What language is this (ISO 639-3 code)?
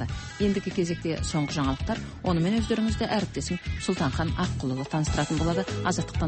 kaz